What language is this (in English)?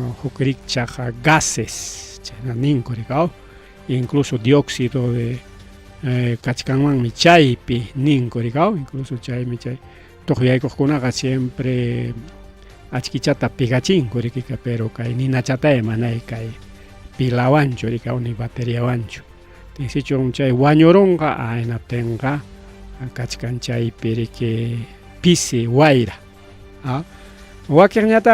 Ayacucho Quechua